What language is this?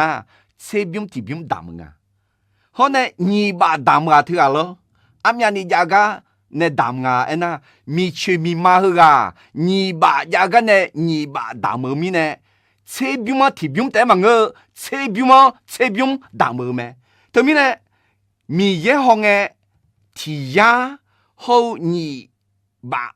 Akha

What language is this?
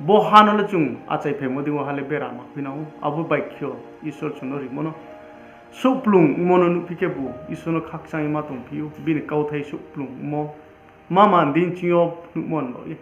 Riang (India)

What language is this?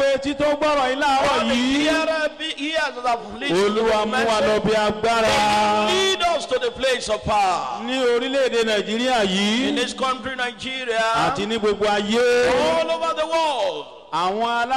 Yoruba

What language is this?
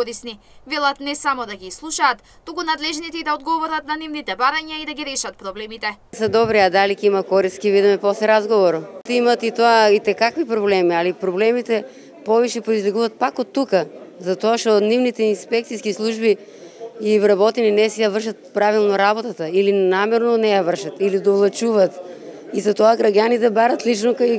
Macedonian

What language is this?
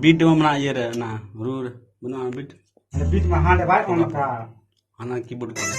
Santali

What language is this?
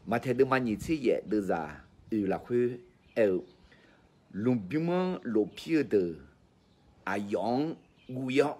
Akha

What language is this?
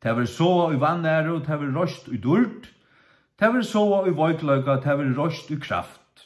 Faroese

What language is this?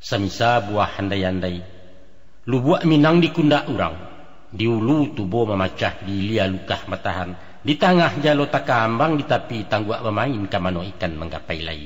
Minangkabau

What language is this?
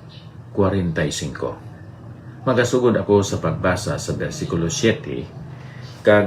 Hiligaynon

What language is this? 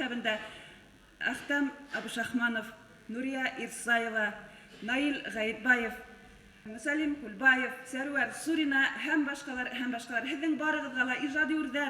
Bashkir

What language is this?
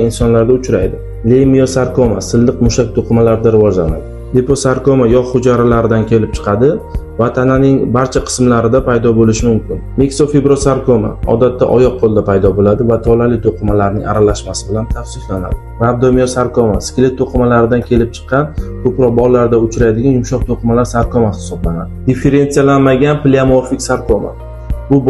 Uzbek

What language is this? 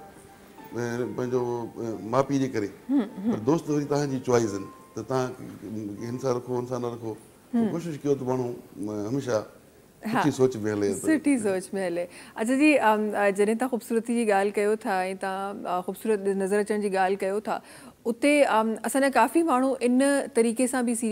Sindhi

